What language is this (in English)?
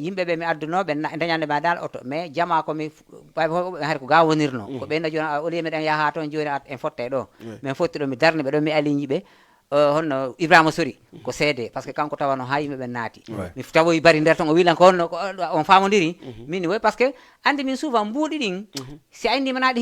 Fula